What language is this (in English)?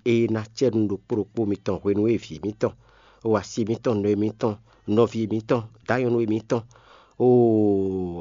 Fon